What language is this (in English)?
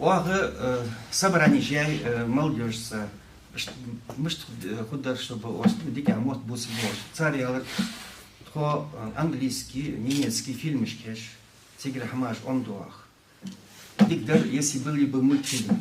Ingush